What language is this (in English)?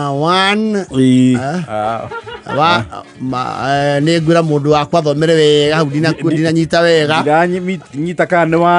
Kikuyu